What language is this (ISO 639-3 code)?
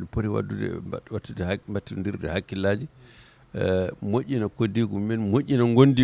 ful